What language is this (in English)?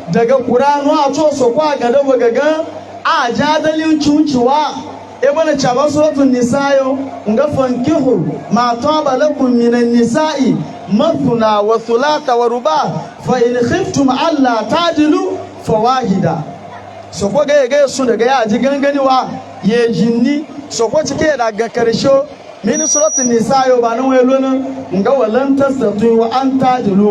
Hausa